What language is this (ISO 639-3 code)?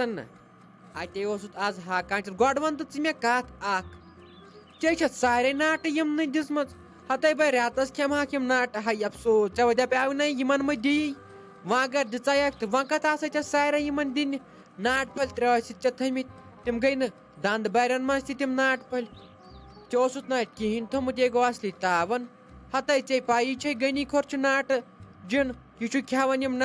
kas